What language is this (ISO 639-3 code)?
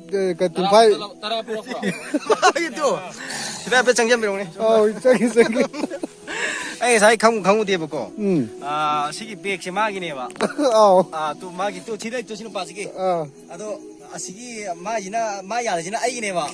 mni